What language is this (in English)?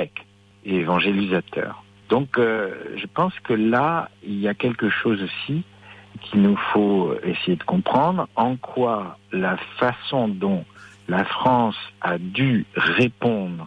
French